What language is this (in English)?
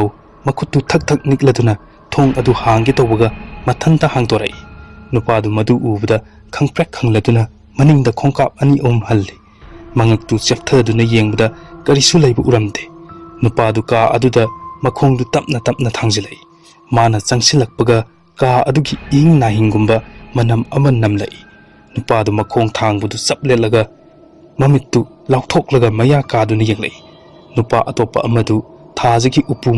Manipuri